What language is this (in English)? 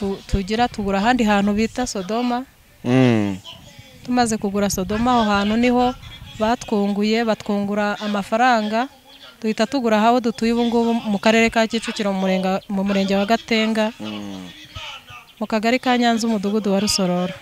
Kinyarwanda